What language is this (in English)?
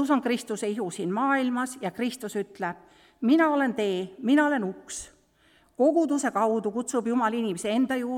Estonian